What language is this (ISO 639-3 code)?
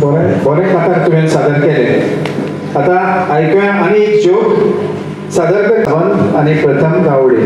kok